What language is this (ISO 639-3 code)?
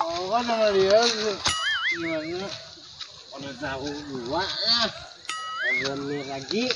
bjn